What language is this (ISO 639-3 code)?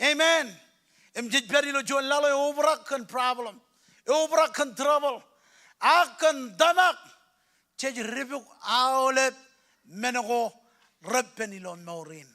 mah